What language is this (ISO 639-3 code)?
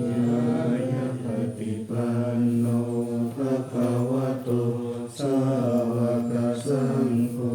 pli